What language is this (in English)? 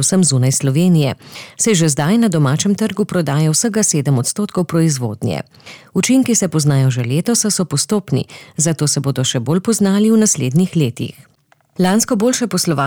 Slovenian